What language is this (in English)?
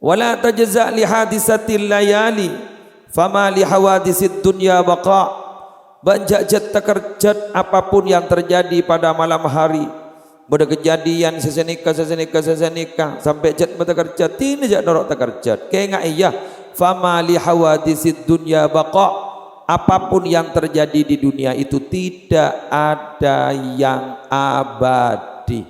Madurese